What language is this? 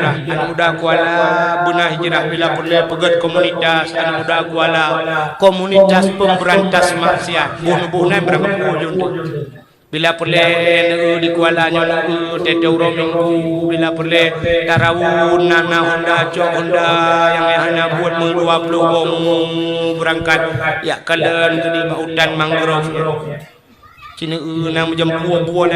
Achinese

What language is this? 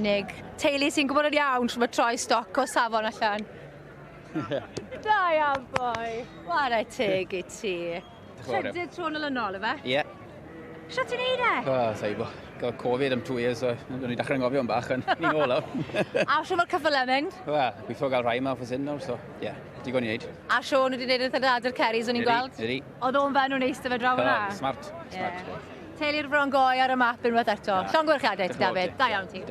Welsh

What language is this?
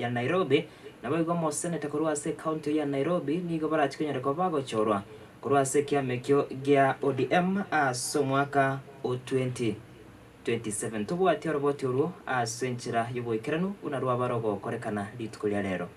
Gusii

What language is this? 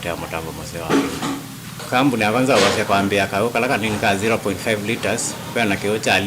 Kamba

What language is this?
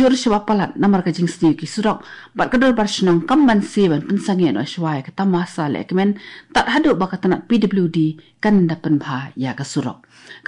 Khasi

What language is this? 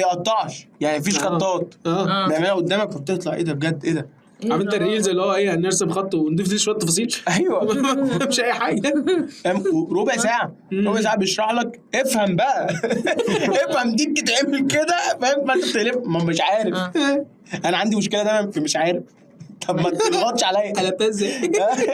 Egyptian Arabic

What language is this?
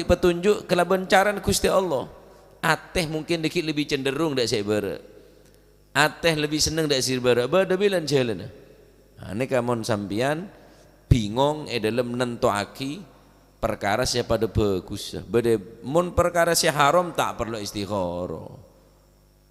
Madurese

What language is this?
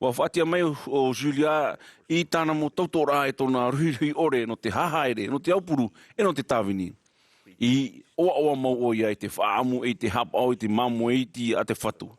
Tahitian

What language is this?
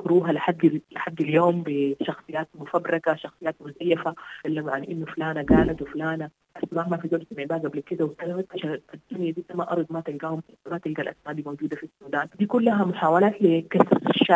Sudanese Arabic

